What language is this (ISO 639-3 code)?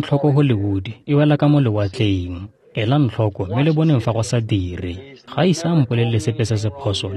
tsn